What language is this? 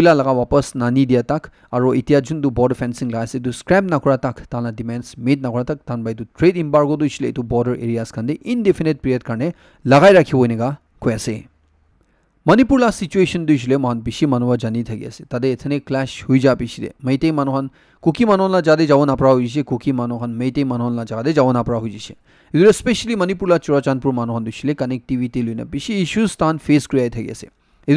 Naga Pidgin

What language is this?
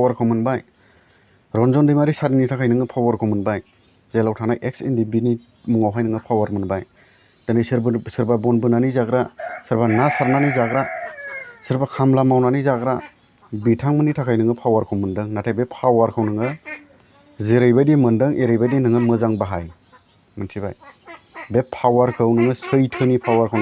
Bodo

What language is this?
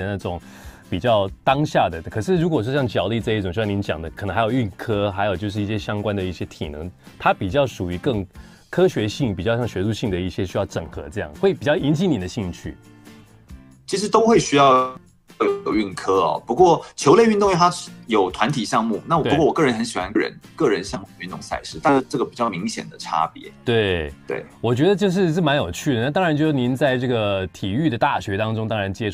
Chinese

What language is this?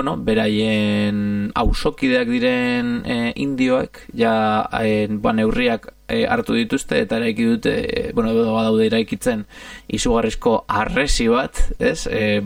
Basque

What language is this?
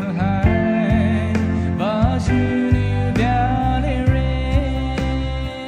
Poumei Naga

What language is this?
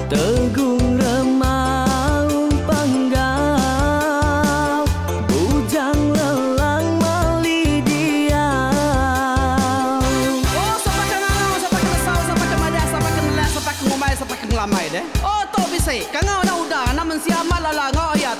Iban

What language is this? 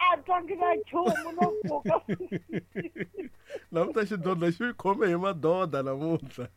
Tsonga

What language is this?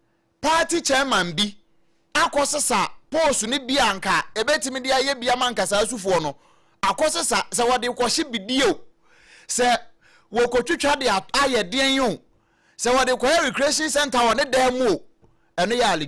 Akan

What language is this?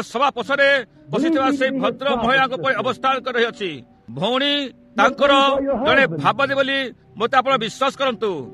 Odia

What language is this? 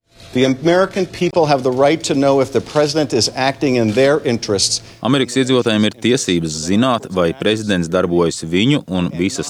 Latvian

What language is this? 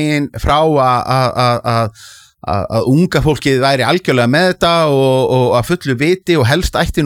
Icelandic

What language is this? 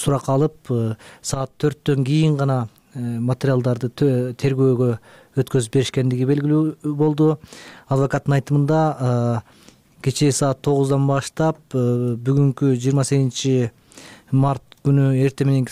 Kyrgyz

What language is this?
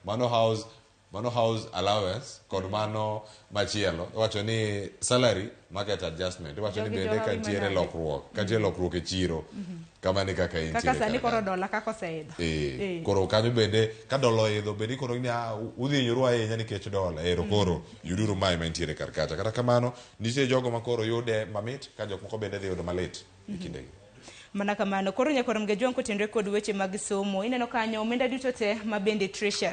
Luo (Kenya and Tanzania)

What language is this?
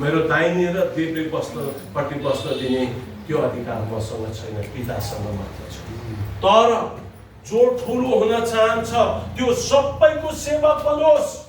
Nepali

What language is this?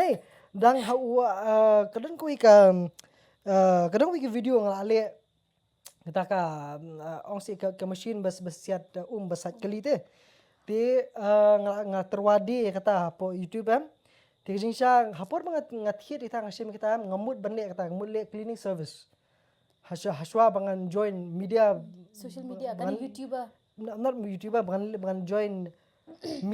Khasi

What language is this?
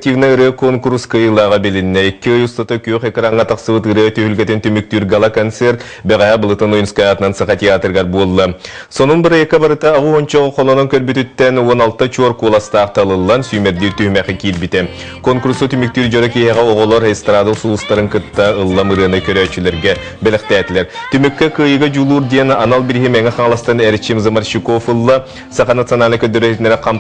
Yakut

